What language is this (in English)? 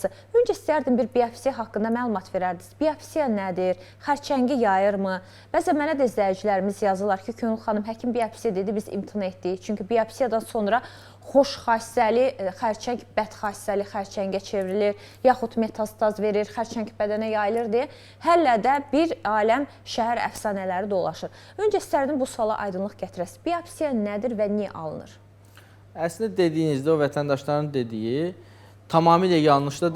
Azerbaijani